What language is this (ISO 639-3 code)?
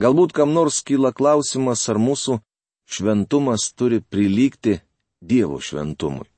lit